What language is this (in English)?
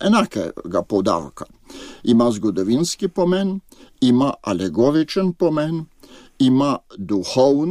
Slovenian